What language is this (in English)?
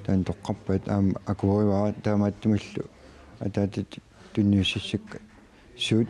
Kalaallisut